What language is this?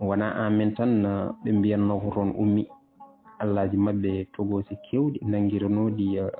Fula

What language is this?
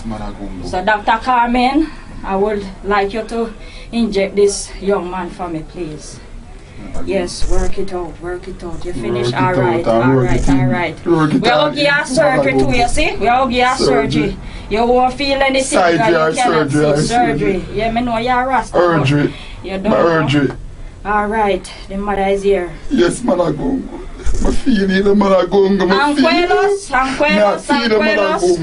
Jamaican Creole English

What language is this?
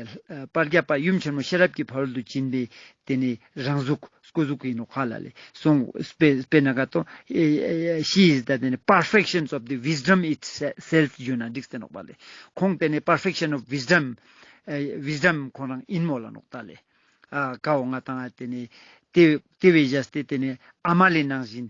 Ladakhi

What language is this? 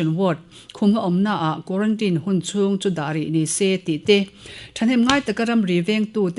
Mizo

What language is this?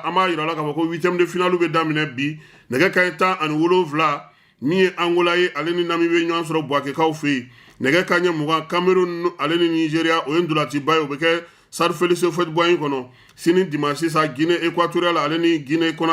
Bambara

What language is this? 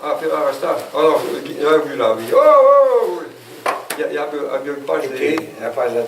Occitan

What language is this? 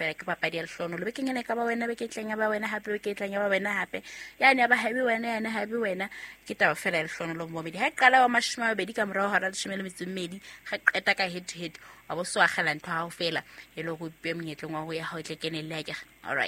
Southern Sotho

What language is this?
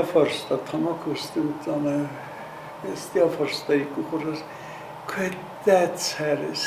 Ossetic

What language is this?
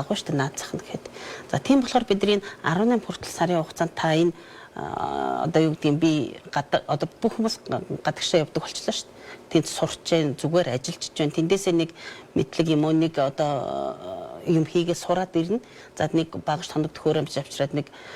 Mongolian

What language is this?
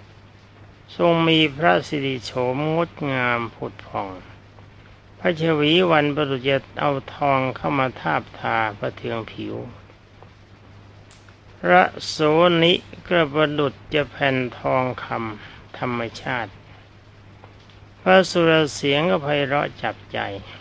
Thai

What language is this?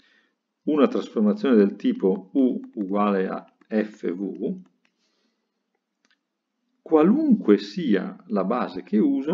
Italian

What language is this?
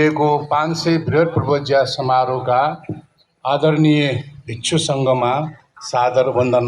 Nepali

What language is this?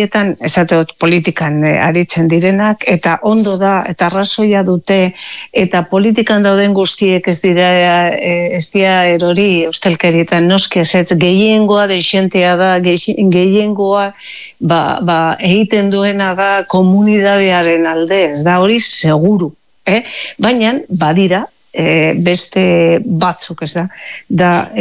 Basque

